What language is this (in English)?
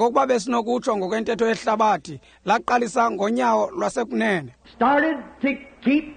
Xhosa